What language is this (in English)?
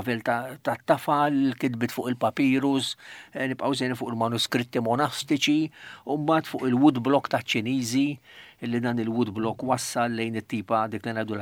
Maltese